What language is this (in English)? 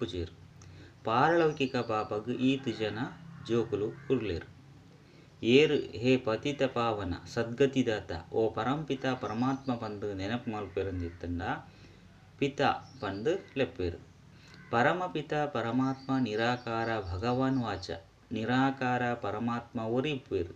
Tulu